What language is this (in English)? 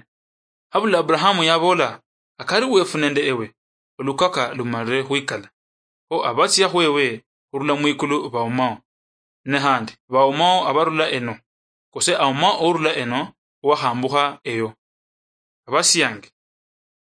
Luyia